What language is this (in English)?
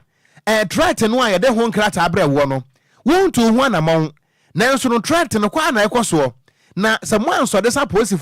Akan